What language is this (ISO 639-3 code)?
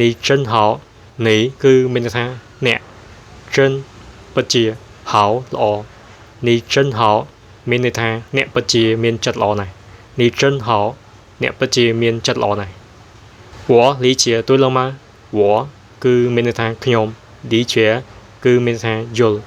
khm